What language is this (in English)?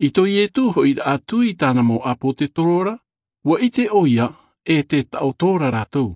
Tahitian